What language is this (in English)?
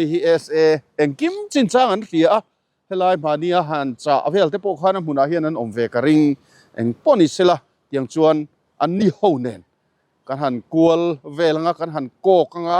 Mizo